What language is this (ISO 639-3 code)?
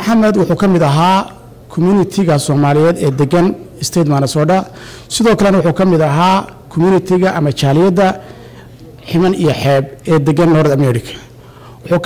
som